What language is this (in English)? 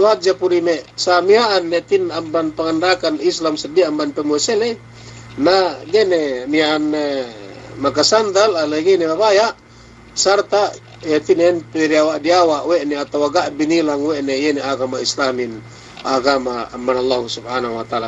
Yakan